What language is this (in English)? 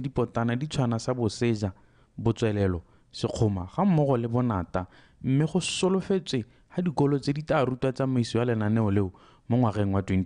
Tswana